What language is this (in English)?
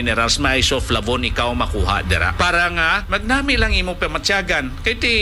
Hiligaynon